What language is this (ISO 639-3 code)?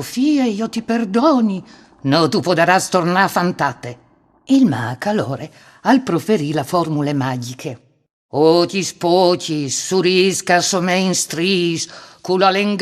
fur